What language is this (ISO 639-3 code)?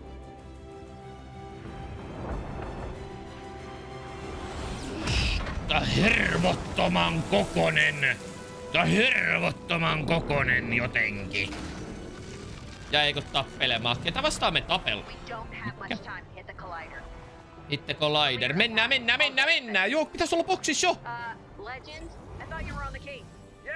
fin